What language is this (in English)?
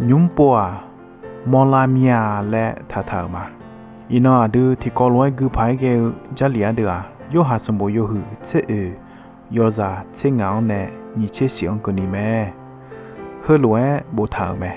Akha